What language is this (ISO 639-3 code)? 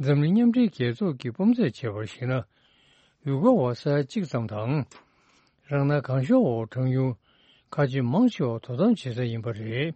bod